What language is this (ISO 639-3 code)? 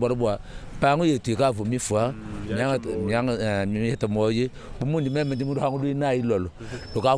lua